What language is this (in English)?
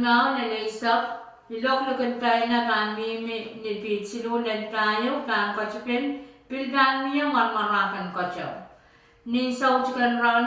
Pohnpeian